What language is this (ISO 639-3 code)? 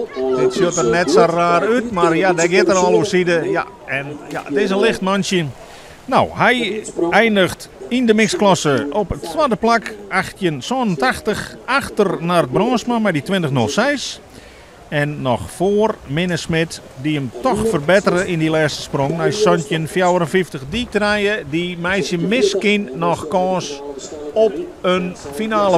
fry